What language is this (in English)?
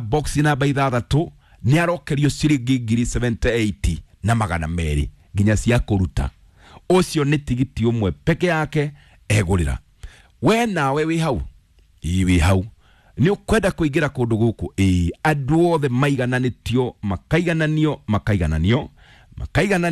Kikuyu